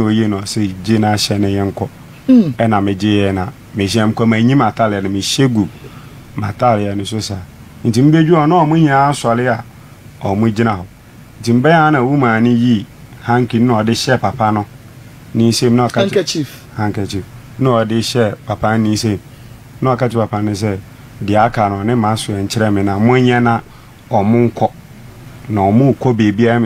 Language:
Akan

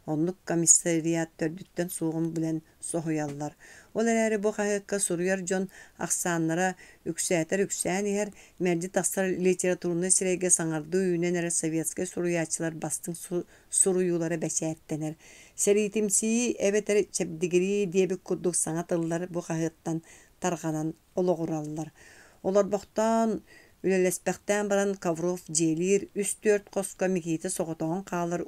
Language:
Yakut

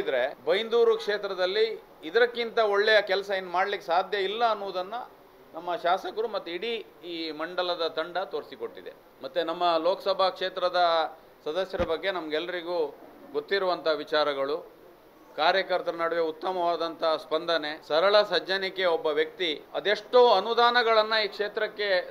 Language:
Kannada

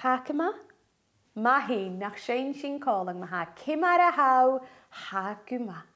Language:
Scottish Gaelic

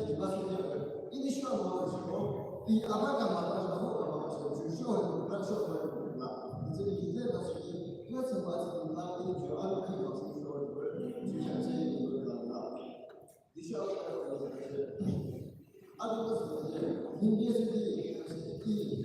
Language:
Yimchungru Naga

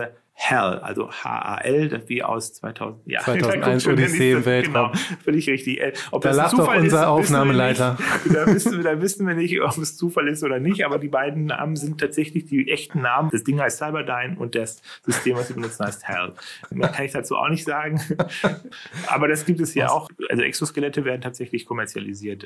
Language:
German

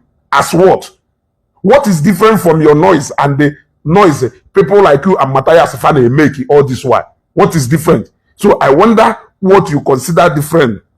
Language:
Igbo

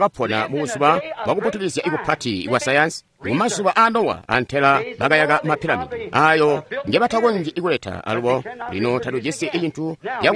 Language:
Tonga (Zambia)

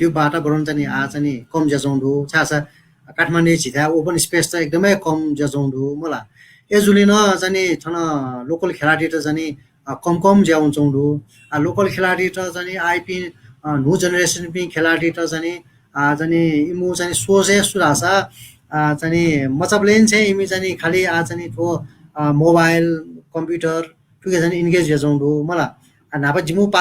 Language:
Newari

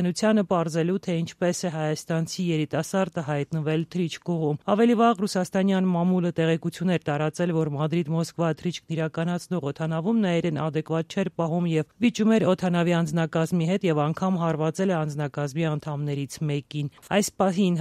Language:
Armenian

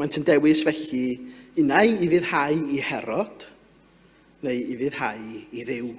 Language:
Welsh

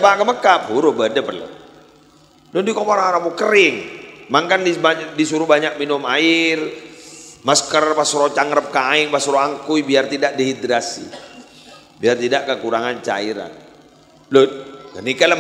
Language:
Madurese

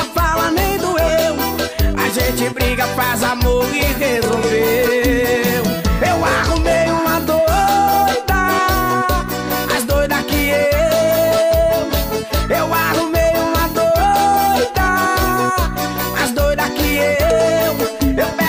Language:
Portuguese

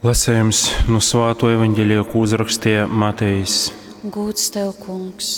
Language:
Latgalian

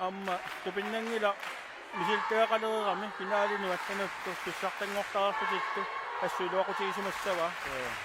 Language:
Kalaallisut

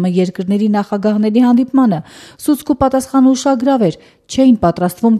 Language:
Armenian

